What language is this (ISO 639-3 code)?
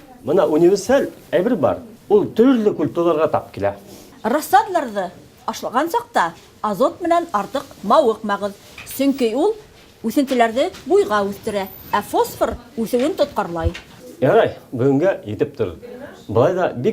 bak